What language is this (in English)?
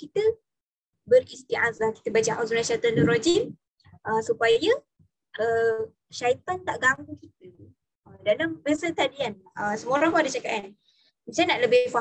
Malay